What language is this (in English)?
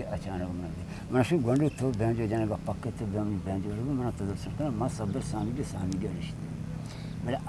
Eastern Balochi